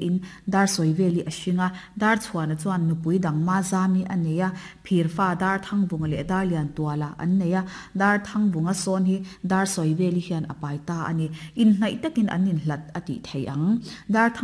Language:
Mizo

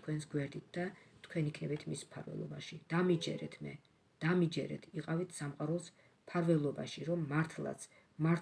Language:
Georgian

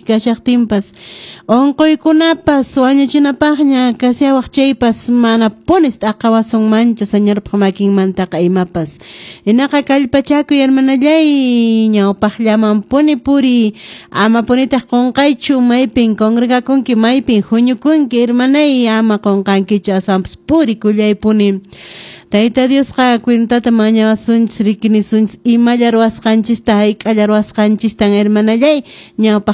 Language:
Quechua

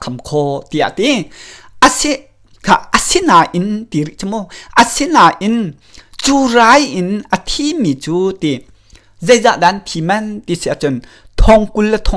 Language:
Hakha Chin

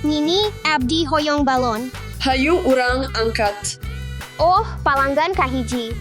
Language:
Sundanese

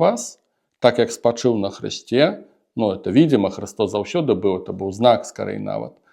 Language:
Belarusian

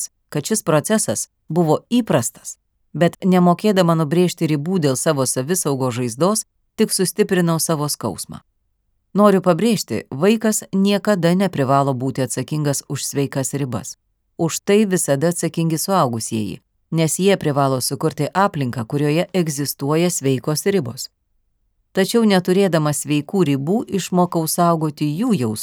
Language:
Lithuanian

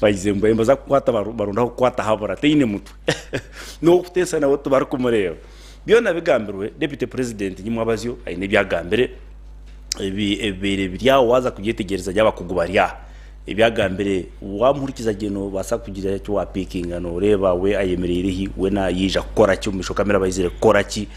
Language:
Nyankole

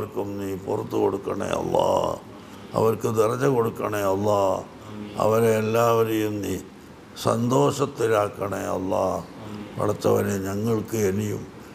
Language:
Malayalam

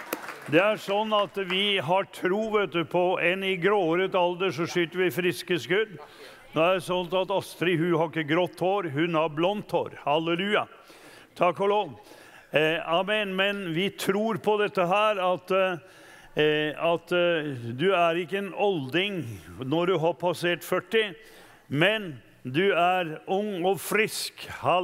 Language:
Norwegian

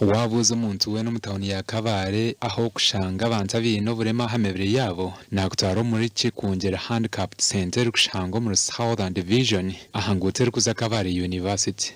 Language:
Nyankole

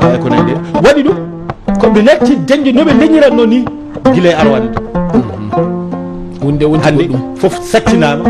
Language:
Fula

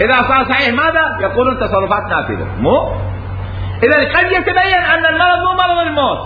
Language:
Mesopotamian Arabic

